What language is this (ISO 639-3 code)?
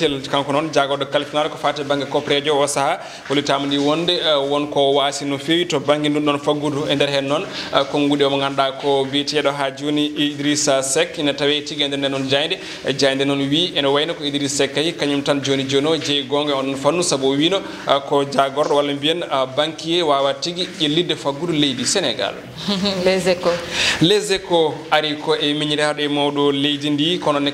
ful